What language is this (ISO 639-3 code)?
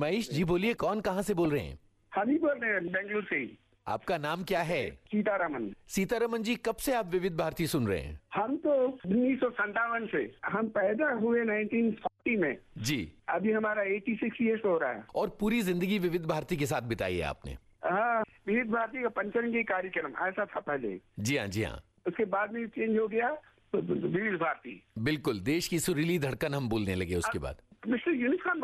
hin